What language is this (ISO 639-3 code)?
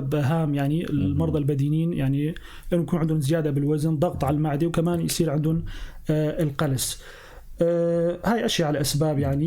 apc